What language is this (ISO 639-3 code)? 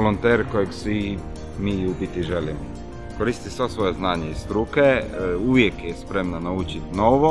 hrv